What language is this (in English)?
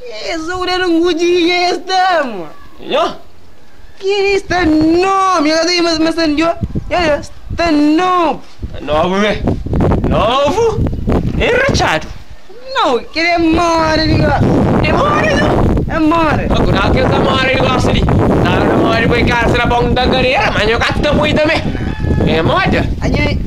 Kabuverdianu